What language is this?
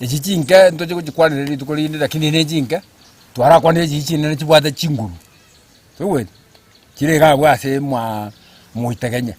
Gusii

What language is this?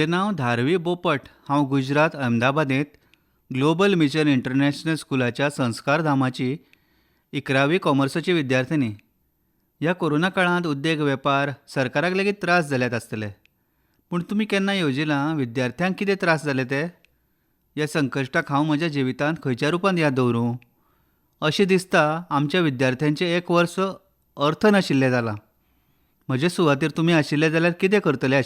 Konkani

